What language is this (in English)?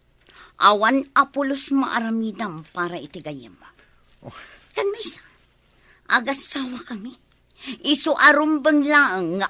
Iloko